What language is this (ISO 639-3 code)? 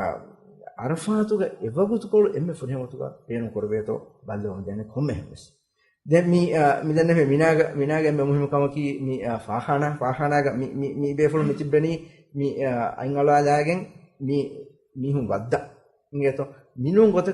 div